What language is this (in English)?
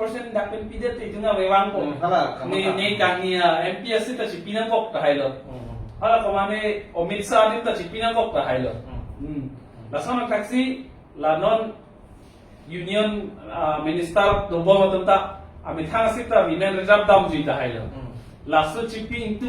Karbi